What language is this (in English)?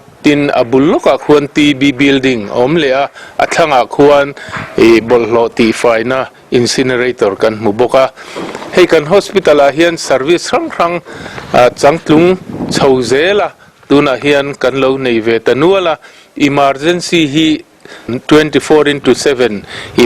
Mizo